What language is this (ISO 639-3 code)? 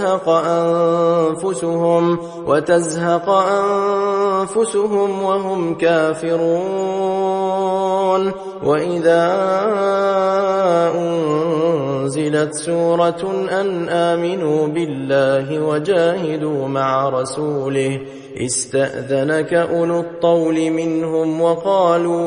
ara